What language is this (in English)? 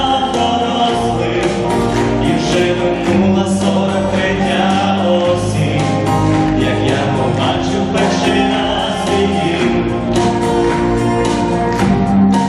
Ukrainian